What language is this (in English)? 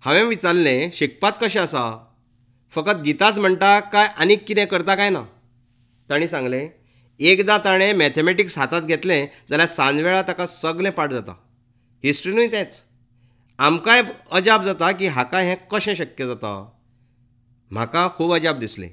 Konkani